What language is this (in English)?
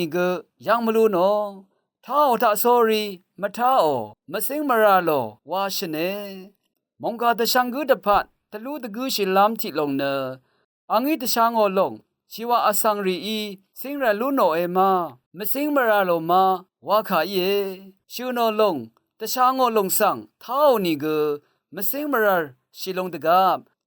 Rawang